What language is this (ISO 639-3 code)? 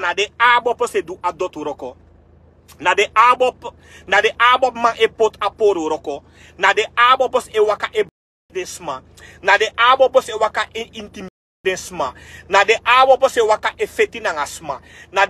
srn